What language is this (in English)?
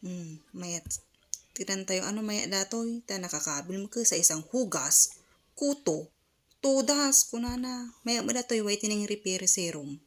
Iloko